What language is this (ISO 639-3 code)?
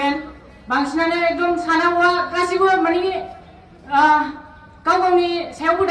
brx